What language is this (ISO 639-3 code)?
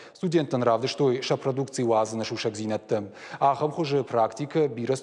oss